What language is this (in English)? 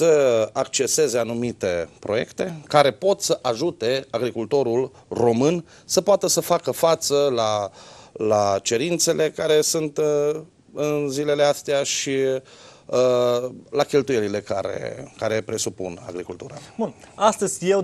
Romanian